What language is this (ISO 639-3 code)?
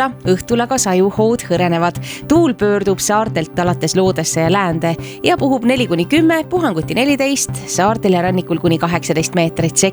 est